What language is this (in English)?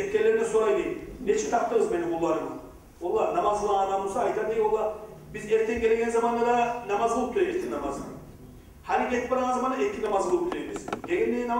Kumyk